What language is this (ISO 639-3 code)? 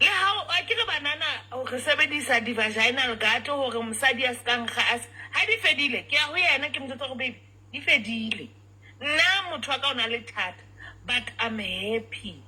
sot